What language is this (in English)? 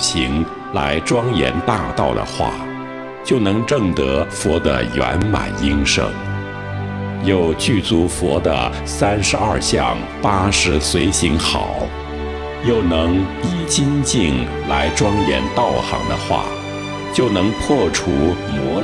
Chinese